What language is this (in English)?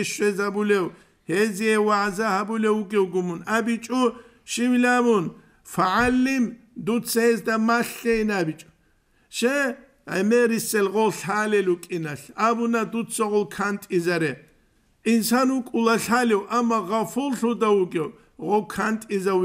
Avaric